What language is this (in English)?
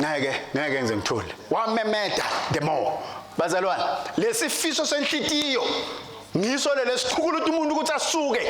Swati